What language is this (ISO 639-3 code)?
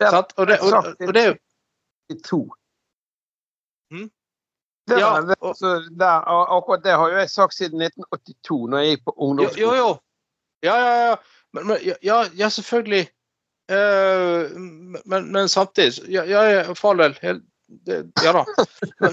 nor